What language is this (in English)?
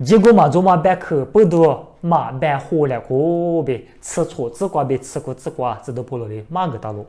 Lisu